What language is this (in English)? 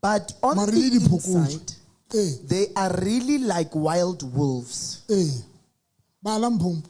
Southern Sotho